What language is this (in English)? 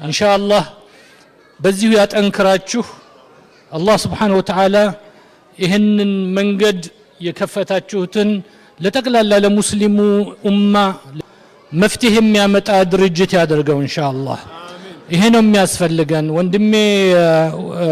Amharic